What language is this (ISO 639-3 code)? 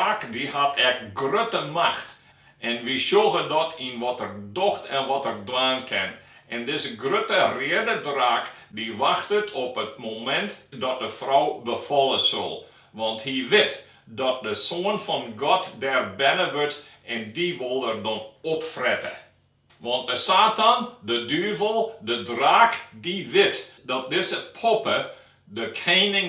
fry